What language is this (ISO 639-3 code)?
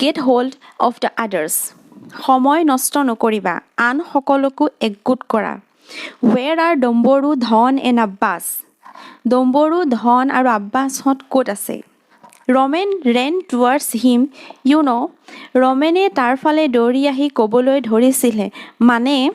asm